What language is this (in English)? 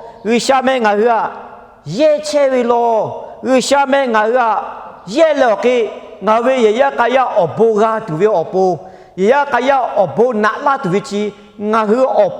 Lahu